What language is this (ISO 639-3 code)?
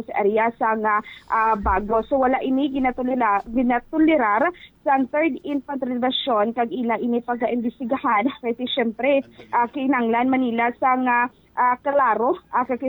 hil